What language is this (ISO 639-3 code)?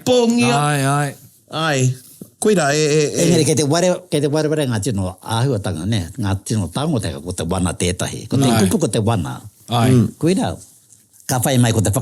mri